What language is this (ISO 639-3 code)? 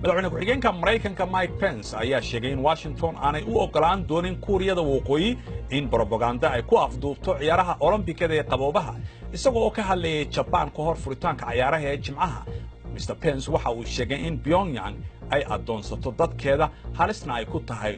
som